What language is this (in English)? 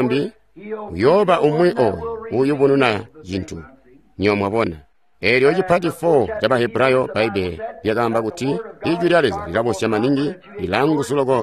Tonga (Zambia)